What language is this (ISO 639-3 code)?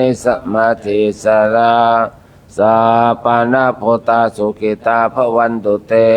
pli